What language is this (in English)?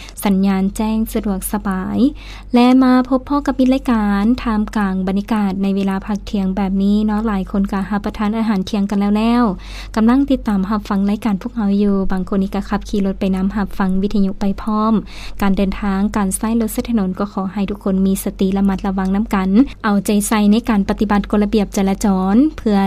Lao